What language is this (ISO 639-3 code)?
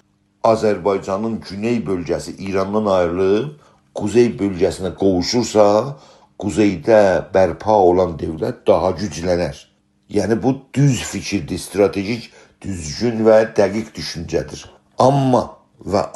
azb